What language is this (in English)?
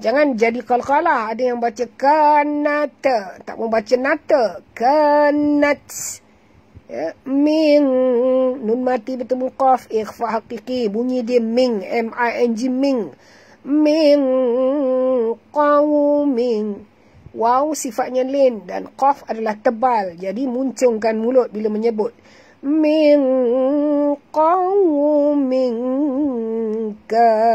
Malay